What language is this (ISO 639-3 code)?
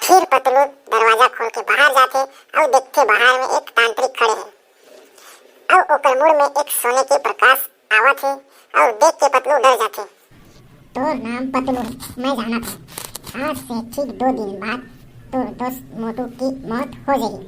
hne